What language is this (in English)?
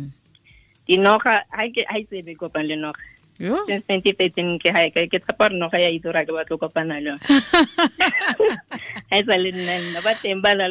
Tswana